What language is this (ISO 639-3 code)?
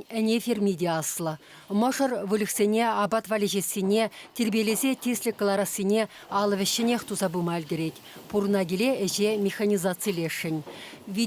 chv